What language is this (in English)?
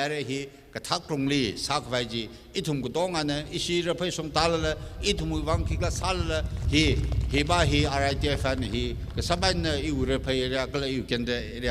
Tangkhul Naga (India)